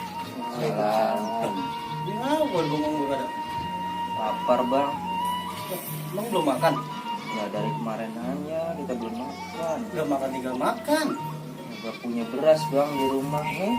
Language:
Betawi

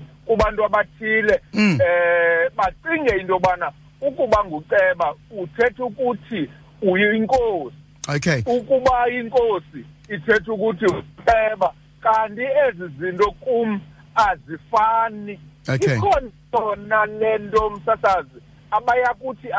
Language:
Xhosa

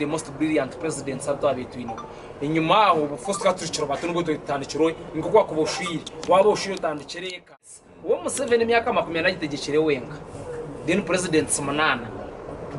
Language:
Nyankole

